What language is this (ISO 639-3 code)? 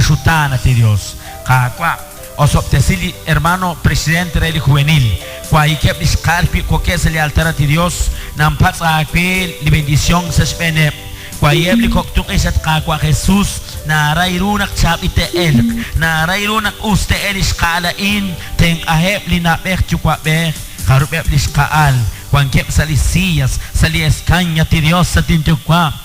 kek